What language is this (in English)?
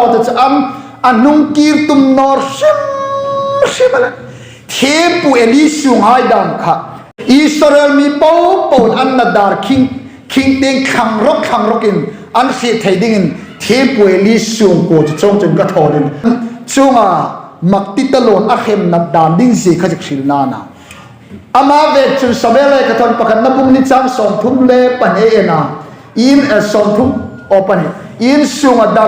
Hmar